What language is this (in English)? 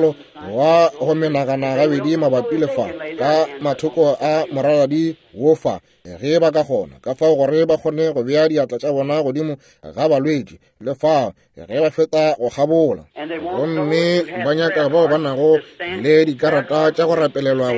Northern Sotho